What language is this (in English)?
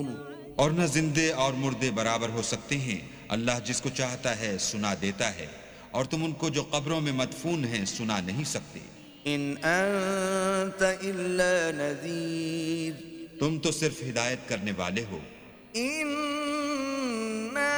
Urdu